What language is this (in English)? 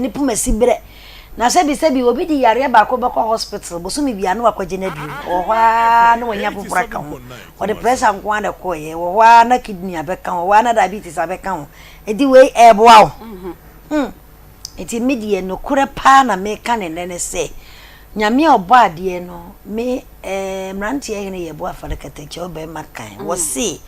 Akan